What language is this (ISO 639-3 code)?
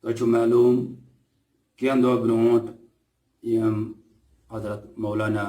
kas